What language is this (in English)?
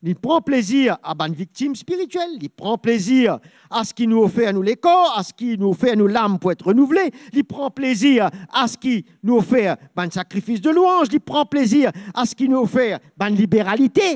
Morisyen